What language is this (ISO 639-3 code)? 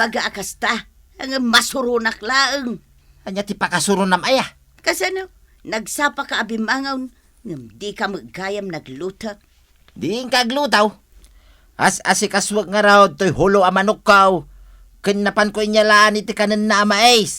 ilo